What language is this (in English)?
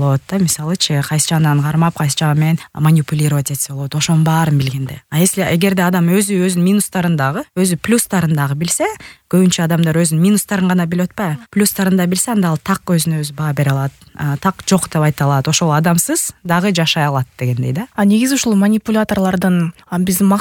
Kyrgyz